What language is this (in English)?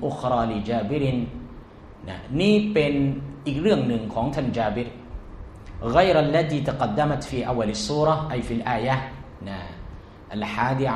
Thai